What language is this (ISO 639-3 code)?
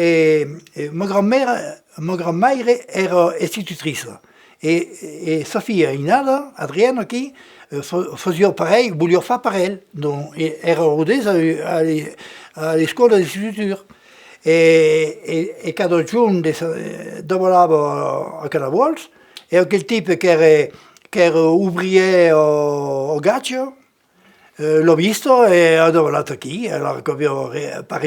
oci